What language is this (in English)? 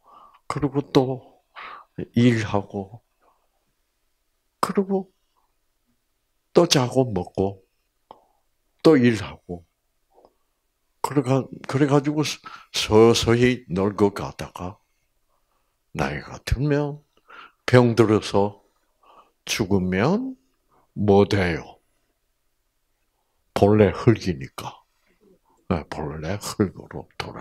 Korean